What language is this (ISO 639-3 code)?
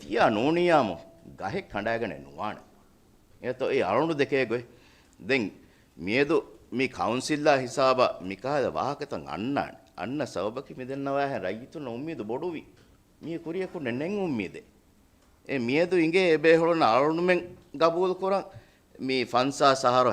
div